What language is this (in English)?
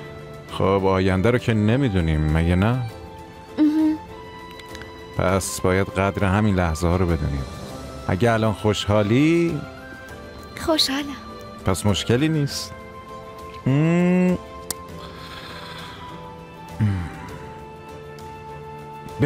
Persian